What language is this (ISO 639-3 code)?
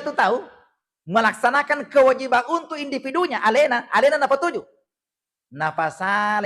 bug